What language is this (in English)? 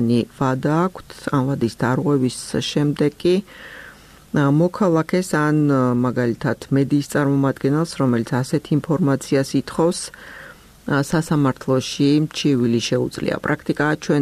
Georgian